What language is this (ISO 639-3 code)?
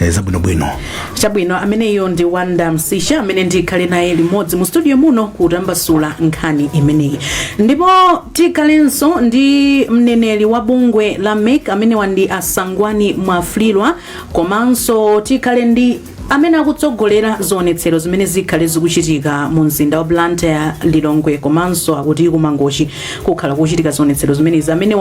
nya